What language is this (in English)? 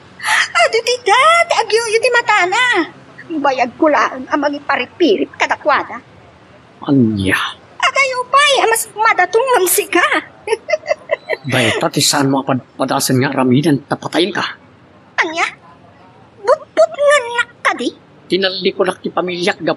Iloko